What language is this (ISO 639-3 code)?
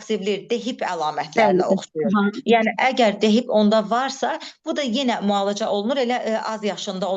aze